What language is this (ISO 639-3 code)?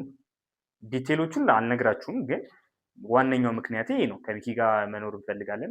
amh